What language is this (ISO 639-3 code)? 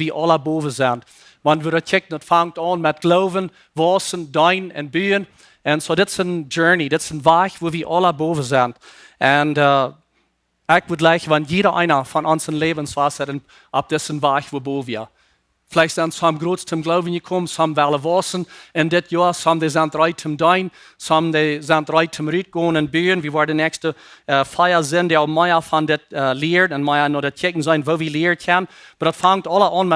pdt